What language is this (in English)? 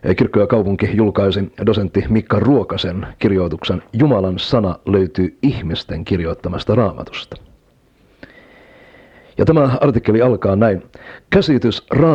Finnish